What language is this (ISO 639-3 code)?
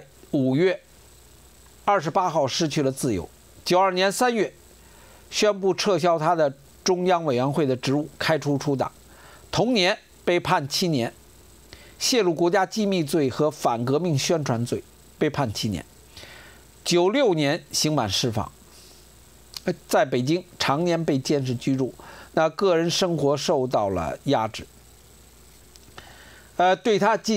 zho